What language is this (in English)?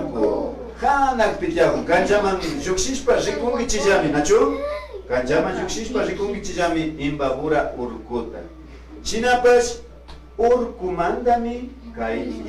Imbabura Highland Quichua